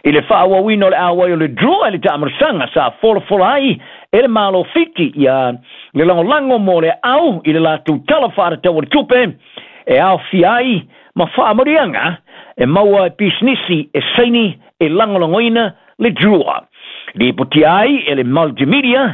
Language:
Samoan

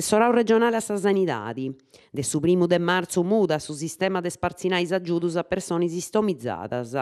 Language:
Sardinian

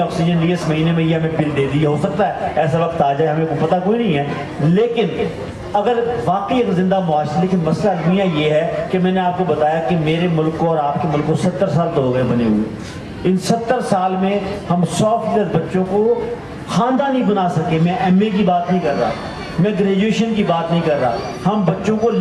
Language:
Urdu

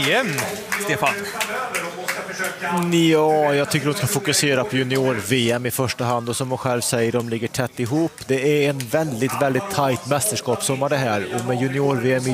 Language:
Swedish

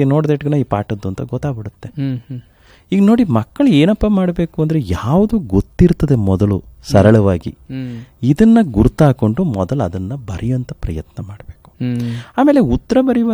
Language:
Kannada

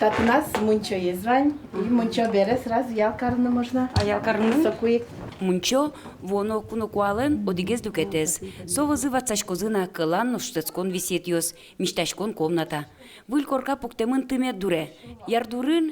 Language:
Udmurt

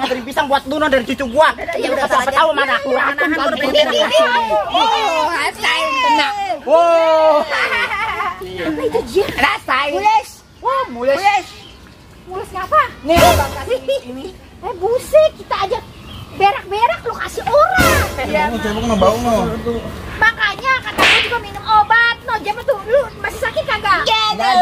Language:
Betawi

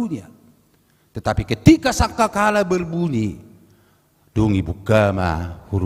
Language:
Batak Toba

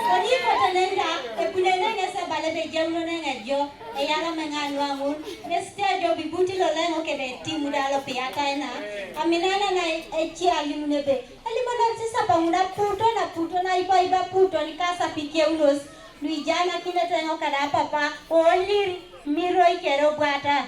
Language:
Teso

